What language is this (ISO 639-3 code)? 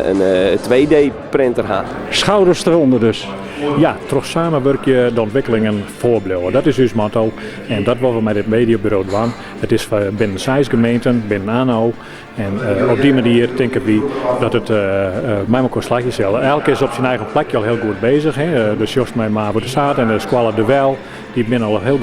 fry